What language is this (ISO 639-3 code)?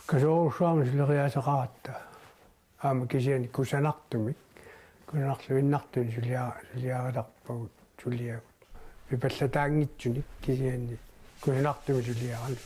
kal